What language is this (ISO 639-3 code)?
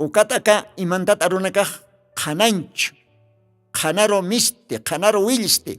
aym